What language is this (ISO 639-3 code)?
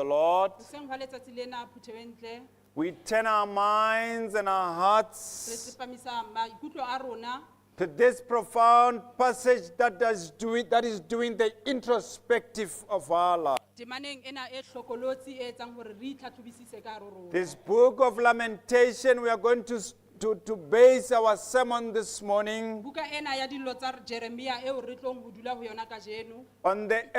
sot